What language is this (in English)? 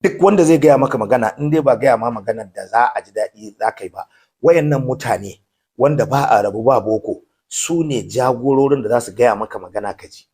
Hausa